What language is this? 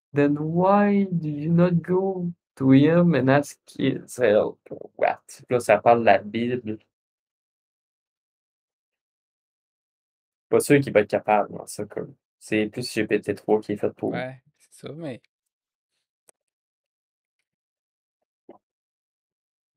French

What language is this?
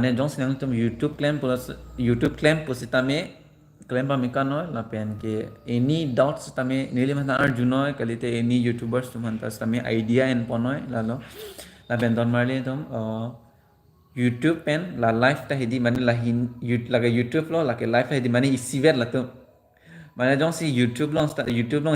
Karbi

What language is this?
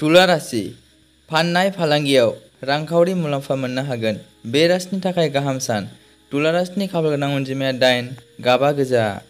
Bodo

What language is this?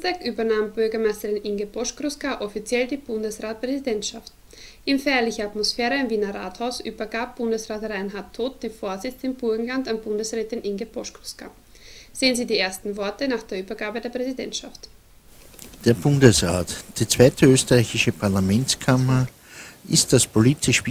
German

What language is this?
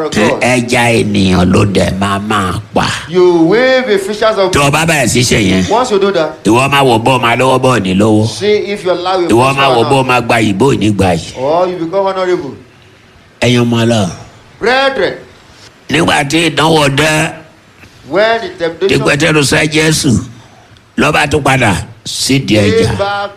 Yoruba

